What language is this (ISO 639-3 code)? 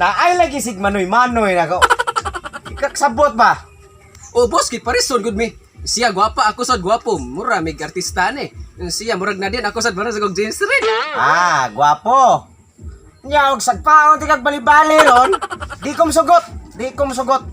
ceb